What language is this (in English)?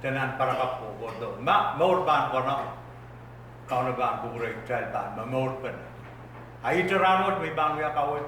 Pohnpeian